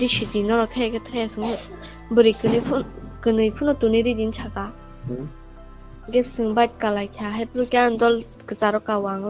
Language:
Kok Borok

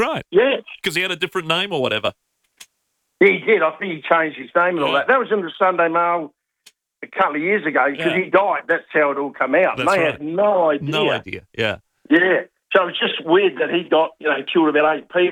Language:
English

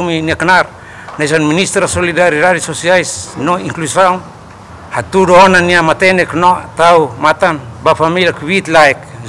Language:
Tetum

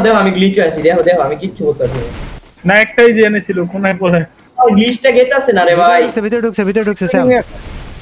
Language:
Bangla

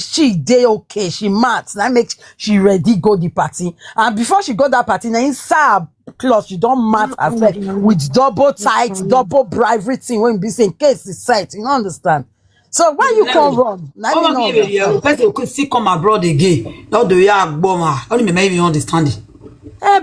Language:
Nigerian Pidgin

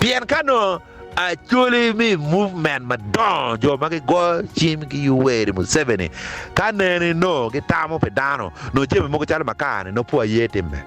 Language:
Acoli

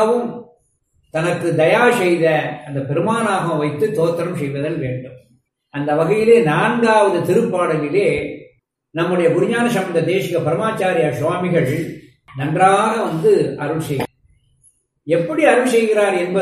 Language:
Tamil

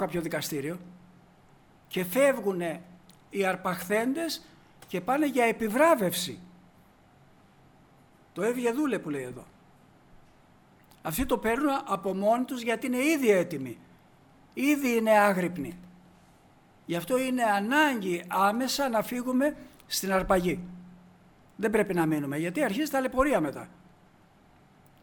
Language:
Greek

